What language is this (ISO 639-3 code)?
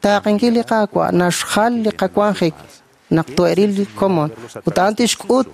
kek